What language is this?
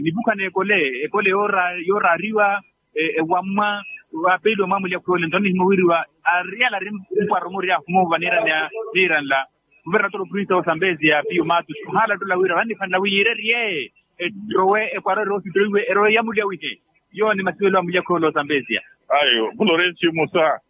Makhuwa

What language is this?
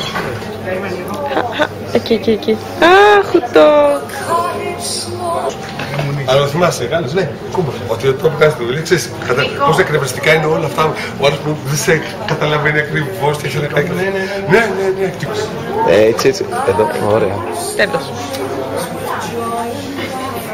Greek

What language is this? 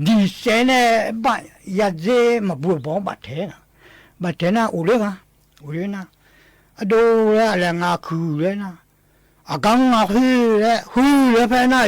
Akha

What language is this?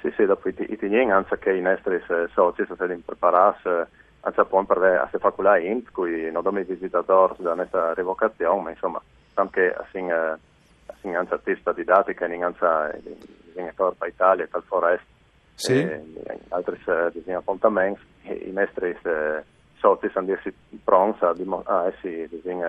Friulian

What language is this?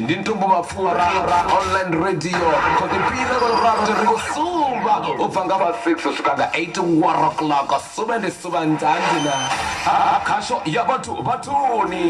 Venda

